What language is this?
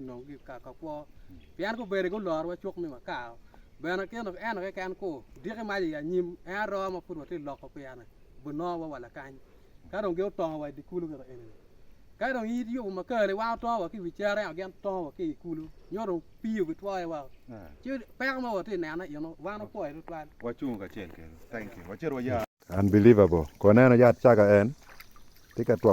Acoli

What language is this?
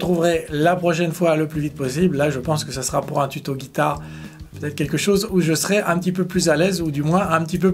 French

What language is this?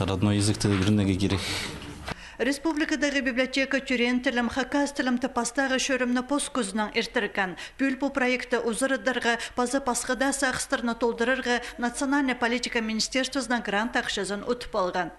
Khakas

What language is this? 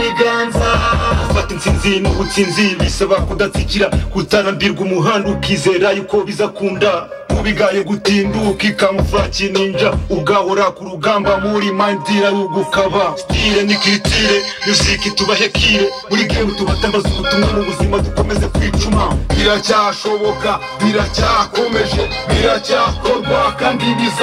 Kinyarwanda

